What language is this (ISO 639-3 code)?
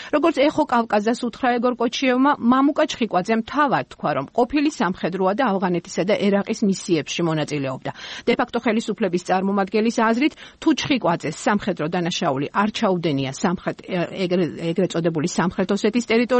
kat